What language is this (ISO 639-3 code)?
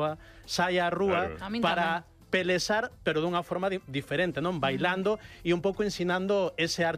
glg